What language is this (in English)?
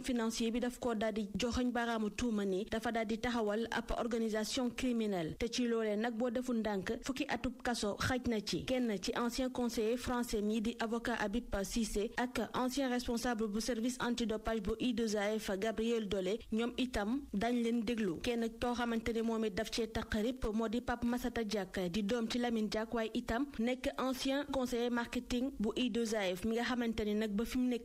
Wolof